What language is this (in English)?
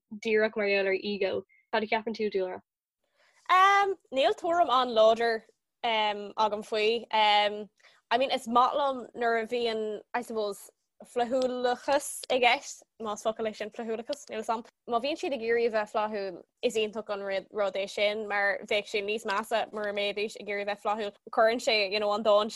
Irish